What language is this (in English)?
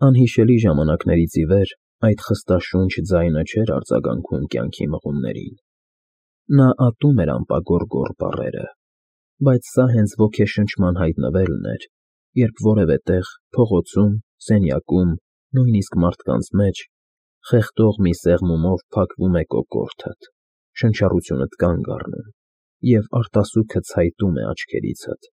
Armenian